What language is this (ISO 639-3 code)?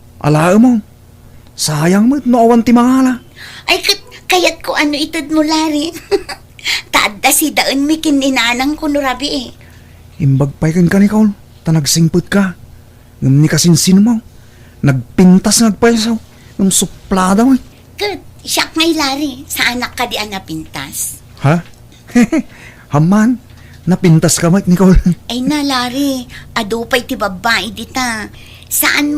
ilo